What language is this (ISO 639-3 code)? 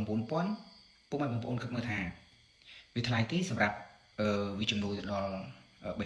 khm